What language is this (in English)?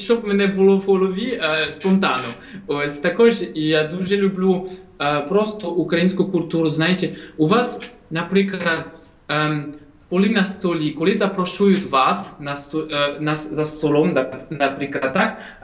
Ukrainian